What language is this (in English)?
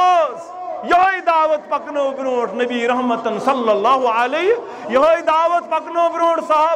Kashmiri